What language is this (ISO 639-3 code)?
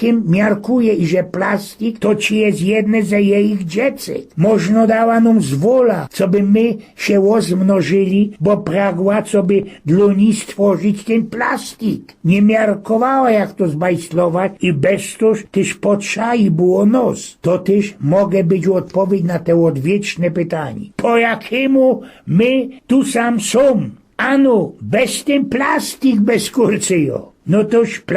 szl